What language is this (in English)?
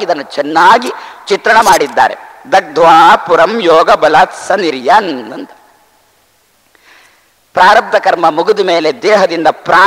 Kannada